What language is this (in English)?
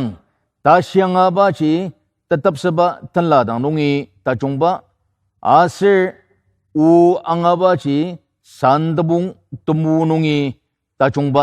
Ao Naga